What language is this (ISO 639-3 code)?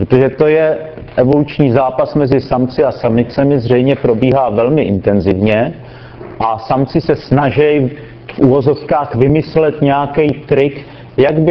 ces